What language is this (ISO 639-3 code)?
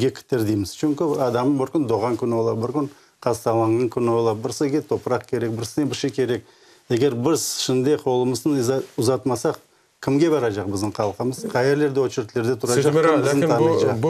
crh